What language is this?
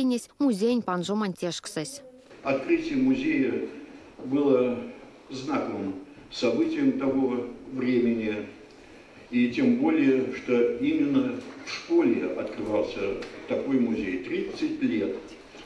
Erzya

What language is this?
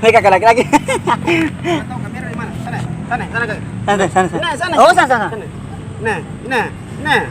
Ambonese Malay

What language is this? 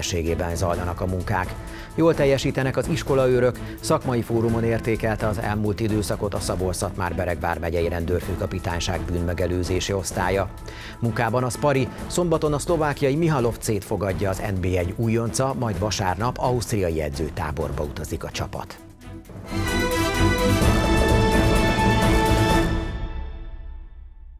Hungarian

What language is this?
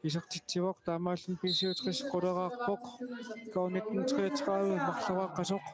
Kalaallisut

